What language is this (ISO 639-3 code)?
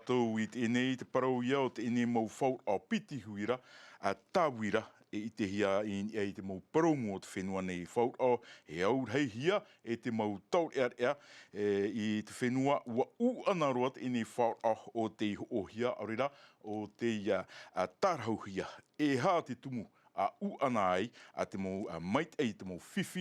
tah